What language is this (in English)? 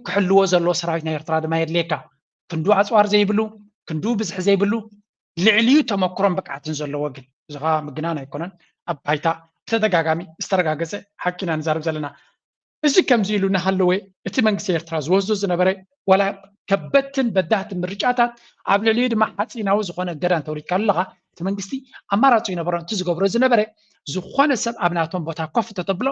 Tigrinya